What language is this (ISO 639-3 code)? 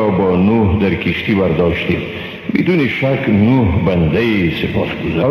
fas